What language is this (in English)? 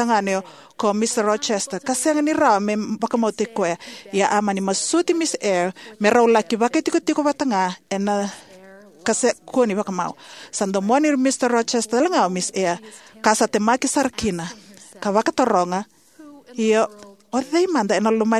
Fijian